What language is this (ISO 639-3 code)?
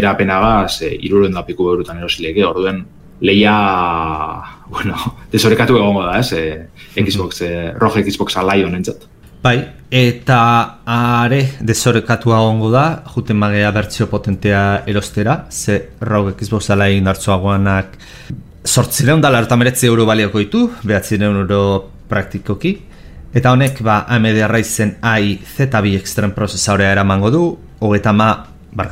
eus